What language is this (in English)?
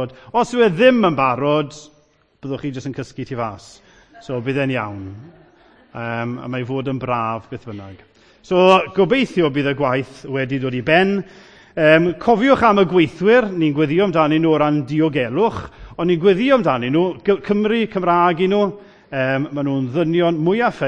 Welsh